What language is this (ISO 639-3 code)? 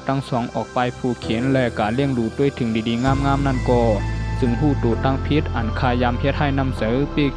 shn